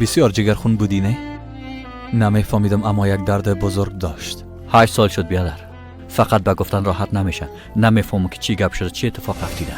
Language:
Persian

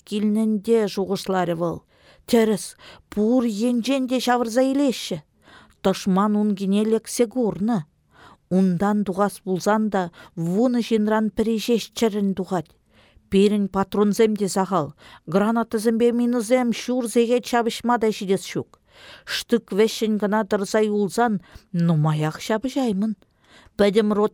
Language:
Chuvash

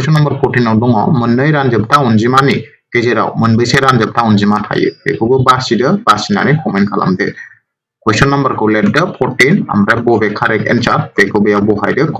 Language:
Bodo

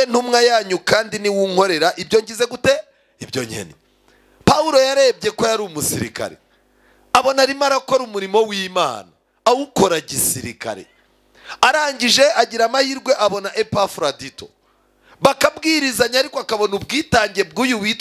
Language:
Kinyarwanda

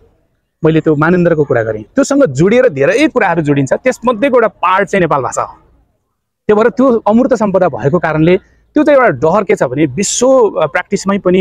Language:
Nepali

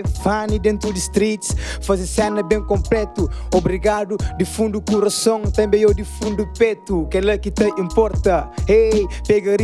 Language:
Kabuverdianu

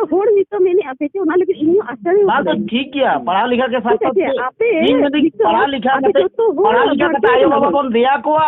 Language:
Santali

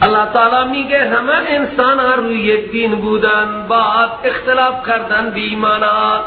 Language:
Persian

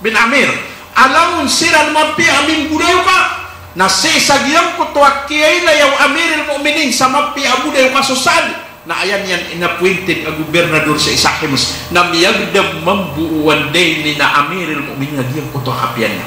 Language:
Maranao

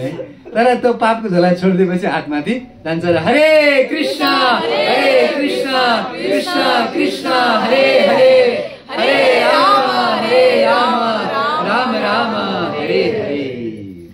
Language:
Nepali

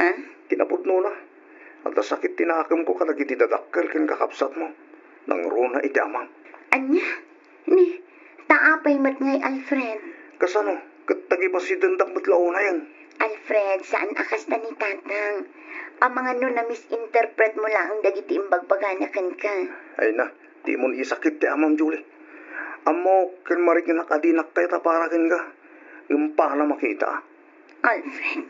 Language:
Iloko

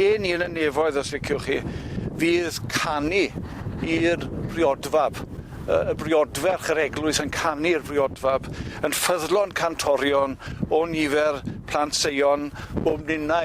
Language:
Welsh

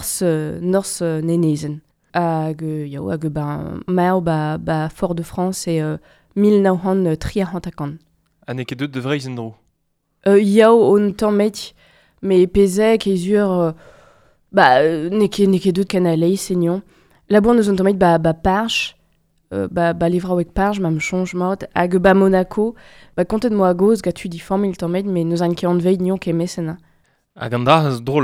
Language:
Breton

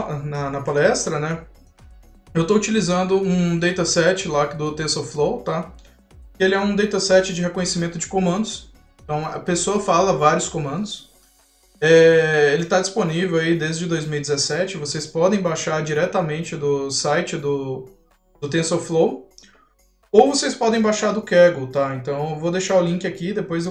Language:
Portuguese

